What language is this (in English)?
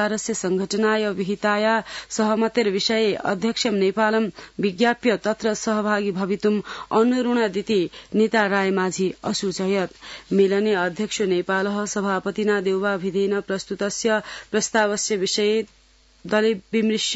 Sanskrit